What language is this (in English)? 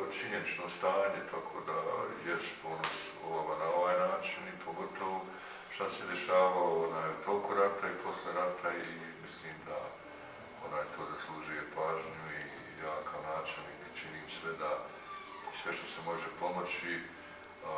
Bosnian